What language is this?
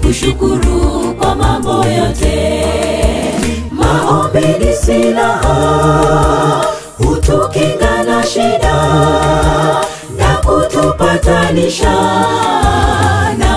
Swahili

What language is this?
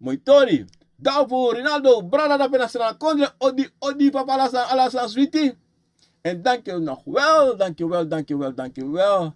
Sranan Tongo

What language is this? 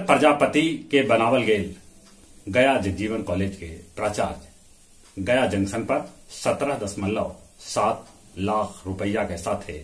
Magahi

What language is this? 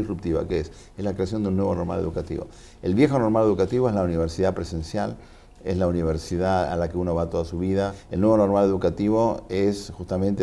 Spanish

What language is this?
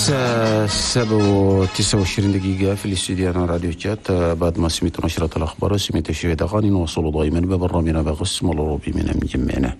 Chadian Arabic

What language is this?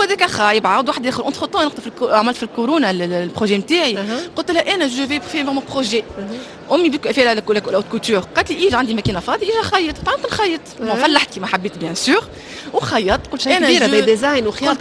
Tunisian Arabic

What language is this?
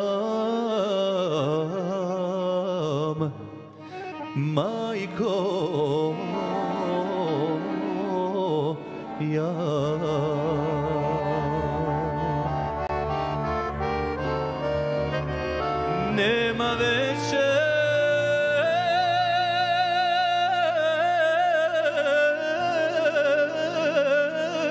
Serbian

